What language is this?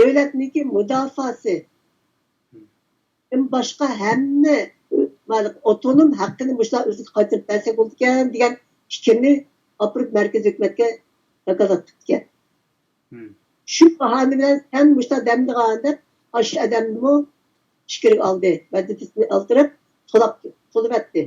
Uyghur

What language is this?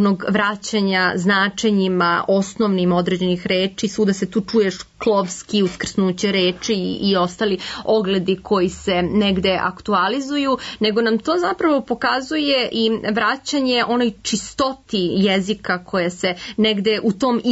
Serbian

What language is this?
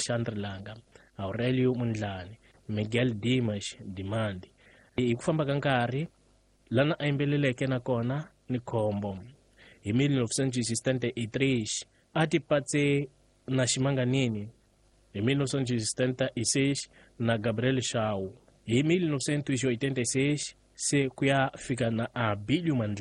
Tsonga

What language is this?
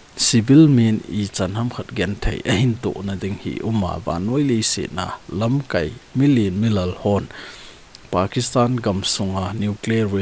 Thado Chin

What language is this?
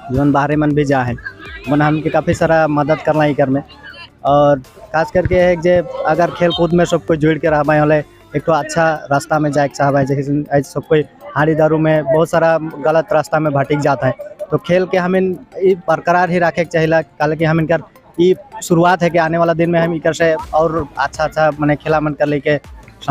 Sadri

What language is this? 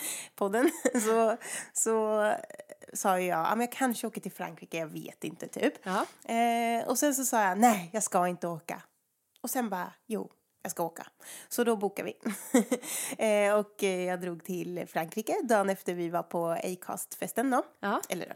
Swedish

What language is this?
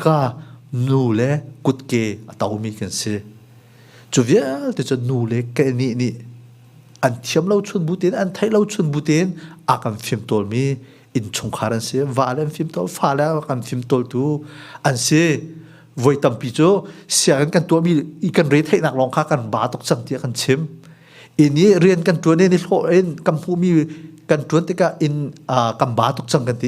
Hakha Chin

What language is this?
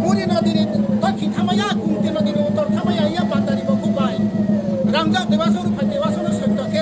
Riang (India)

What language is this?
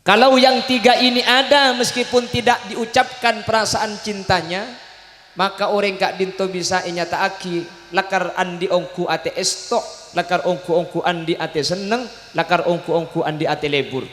Madurese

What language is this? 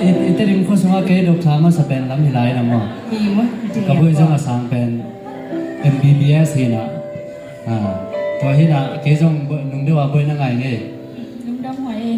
Tedim Chin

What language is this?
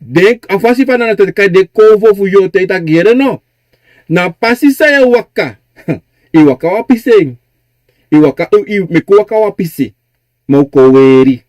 Sranan Tongo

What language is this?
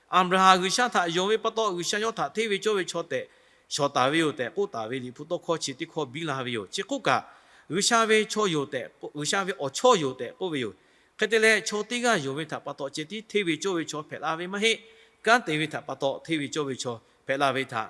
Lahu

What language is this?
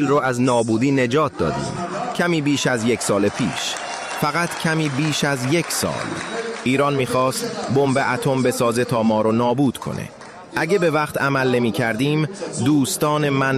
Persian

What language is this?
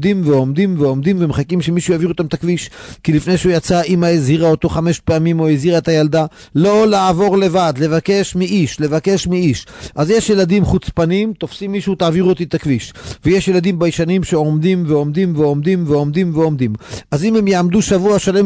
Hebrew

